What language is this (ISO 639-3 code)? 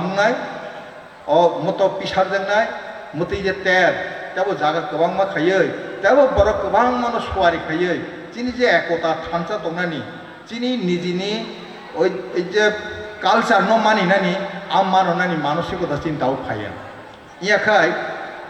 trp